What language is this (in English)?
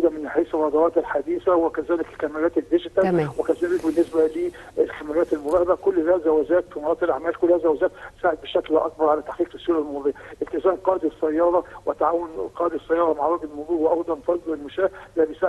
Egyptian Arabic